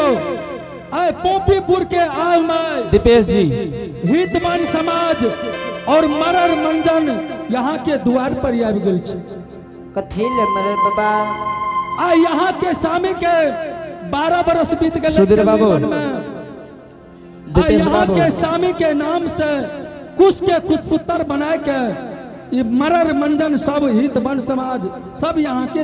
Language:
Angika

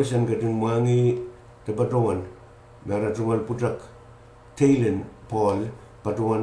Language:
Pohnpeian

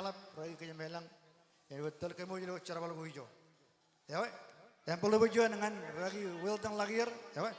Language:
Marshallese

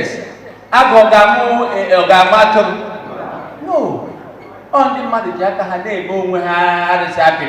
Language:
Igbo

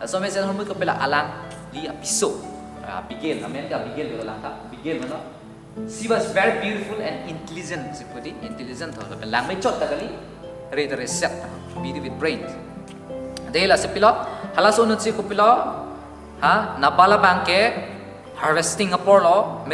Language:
Karbi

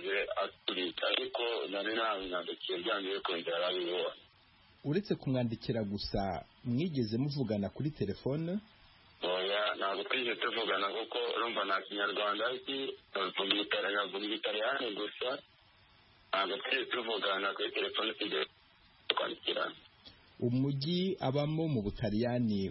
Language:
Kinyarwanda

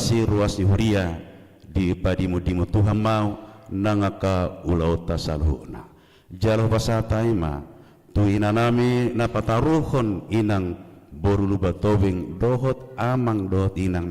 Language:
Batak Toba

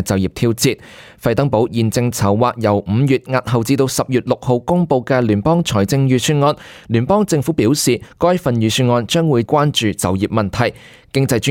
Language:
Cantonese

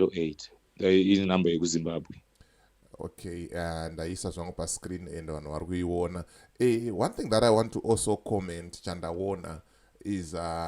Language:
Shona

